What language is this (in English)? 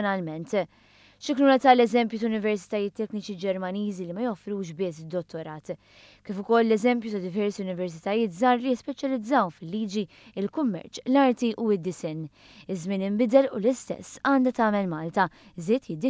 Maltese